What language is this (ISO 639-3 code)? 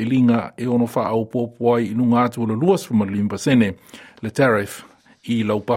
smo